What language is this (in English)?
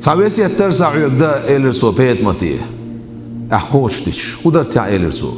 Chechen